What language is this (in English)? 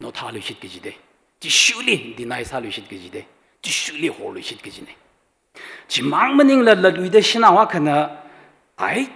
Tangkhul Naga (India)